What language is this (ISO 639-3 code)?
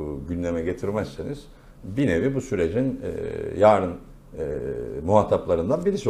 tur